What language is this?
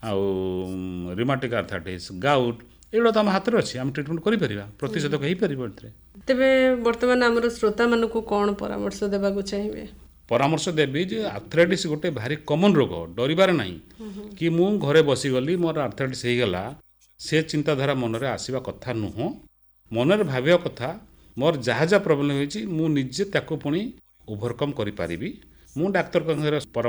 Odia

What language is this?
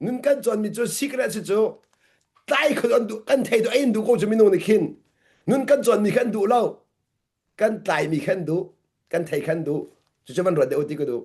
Hakha Chin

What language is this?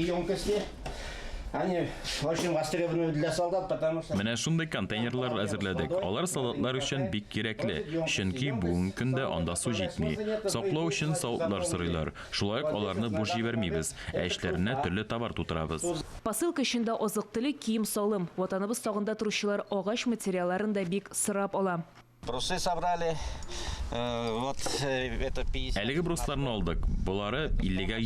Tatar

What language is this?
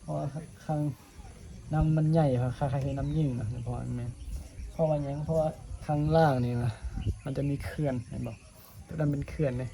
Northeastern Thai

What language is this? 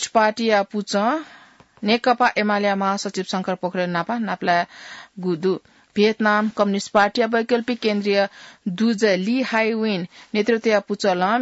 Newari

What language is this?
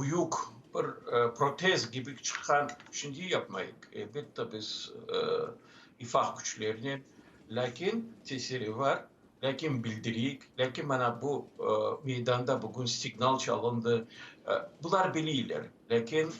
Crimean Tatar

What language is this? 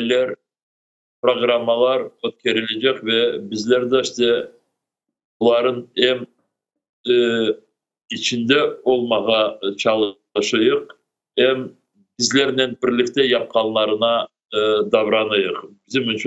Crimean Tatar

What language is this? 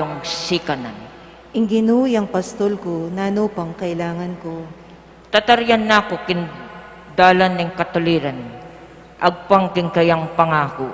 Pampanga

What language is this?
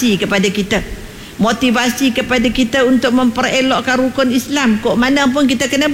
Malay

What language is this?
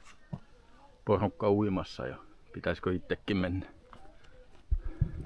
Finnish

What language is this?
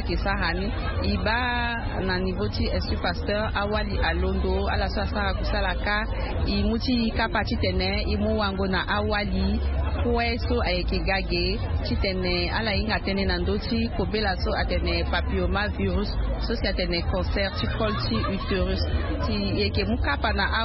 Sango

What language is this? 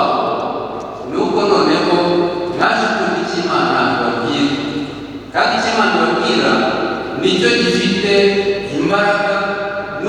Kinyarwanda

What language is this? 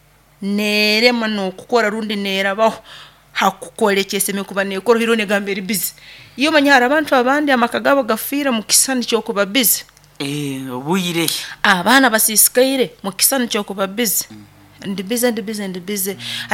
Nyoro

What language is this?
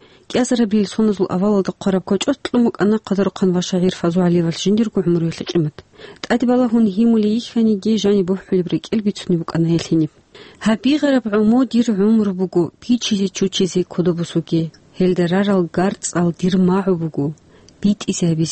Avaric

